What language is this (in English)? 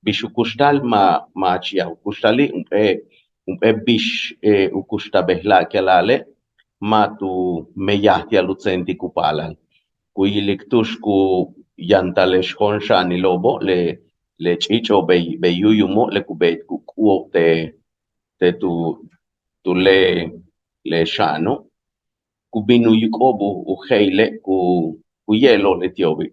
Yucateco